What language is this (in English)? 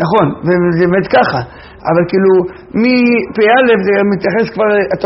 Hebrew